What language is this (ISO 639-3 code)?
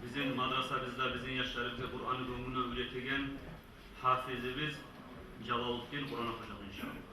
kum